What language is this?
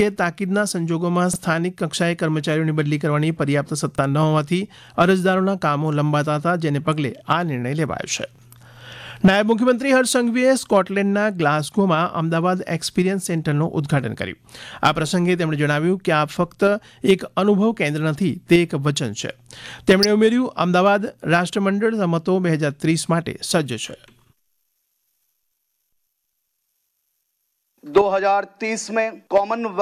Gujarati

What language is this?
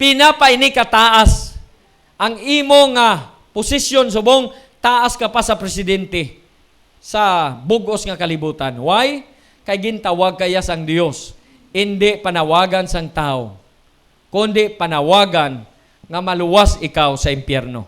Hiligaynon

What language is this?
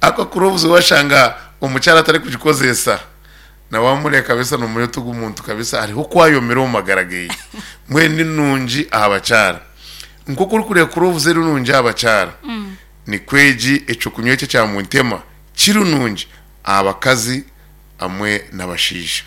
Nyankole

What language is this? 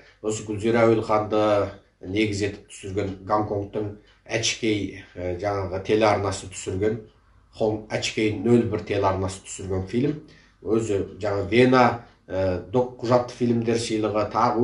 Kazakh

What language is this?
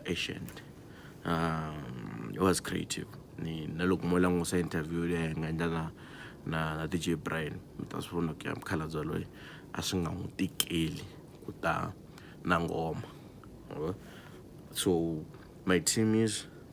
Tsonga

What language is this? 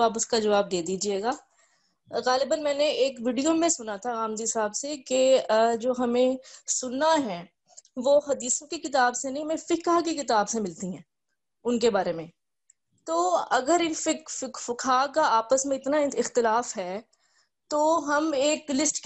Urdu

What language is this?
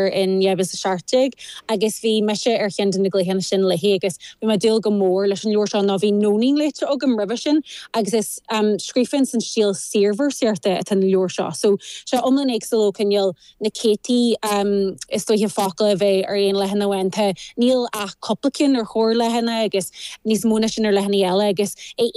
Irish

